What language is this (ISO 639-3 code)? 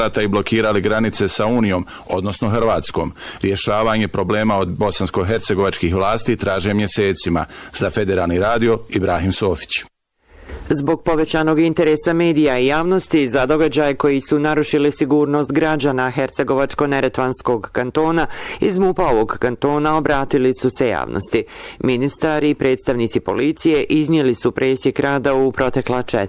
bos